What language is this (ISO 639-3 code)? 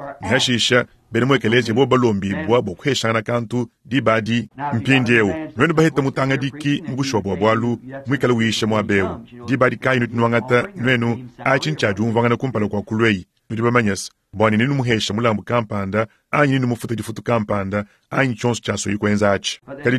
lua